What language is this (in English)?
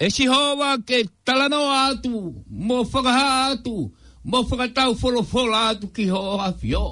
Tongan